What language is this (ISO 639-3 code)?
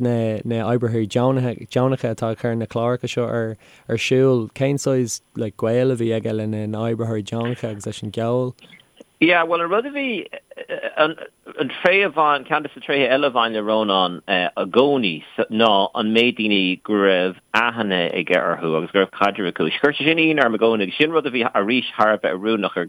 gle